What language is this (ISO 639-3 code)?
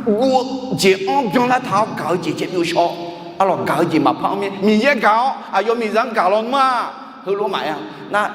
ahk